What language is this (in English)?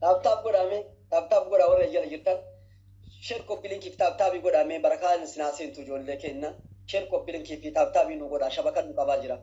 Oromo